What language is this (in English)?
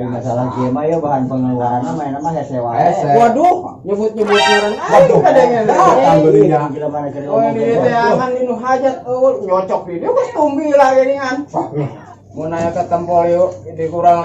Sundanese